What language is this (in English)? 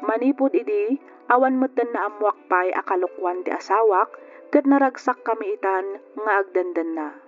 Iloko